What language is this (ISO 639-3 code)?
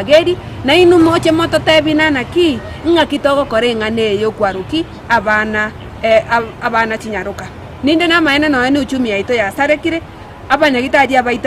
guz